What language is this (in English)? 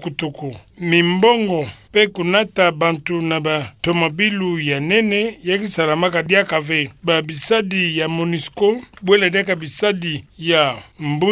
Kituba (Democratic Republic of Congo)